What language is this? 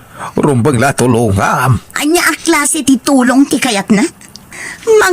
Iloko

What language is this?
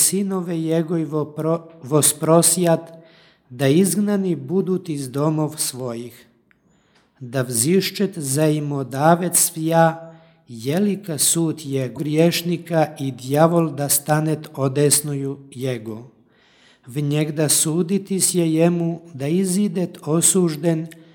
Serbian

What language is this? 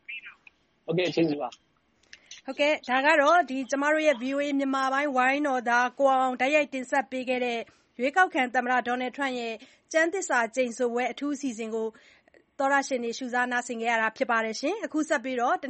Burmese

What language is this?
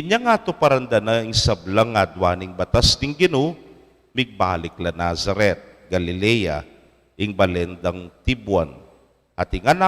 Pampanga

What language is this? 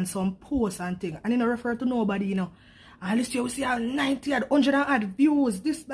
Jamaican Creole English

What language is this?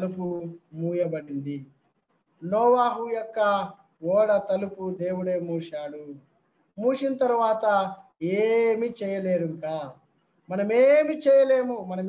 Telugu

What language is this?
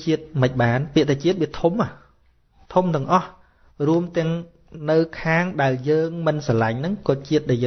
Khmer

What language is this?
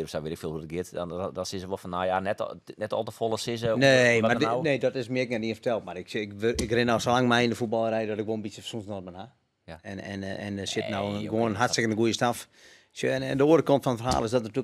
Western Frisian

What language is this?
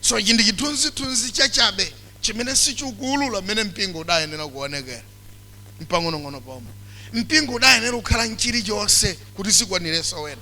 Nyanja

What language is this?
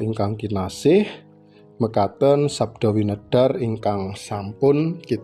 Javanese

